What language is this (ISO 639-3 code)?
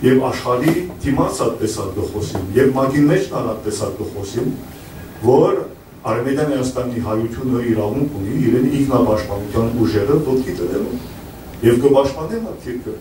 hyw